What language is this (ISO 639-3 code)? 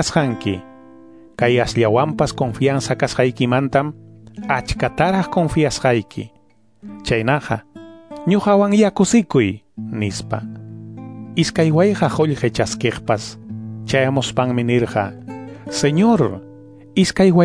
que